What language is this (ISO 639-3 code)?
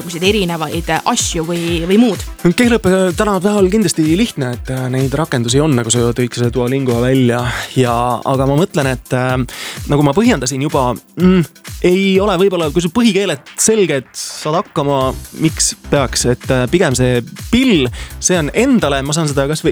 est